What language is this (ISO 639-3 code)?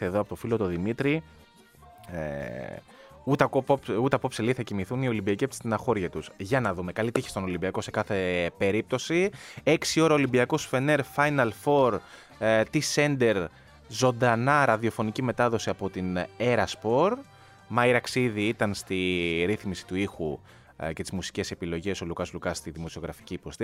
ell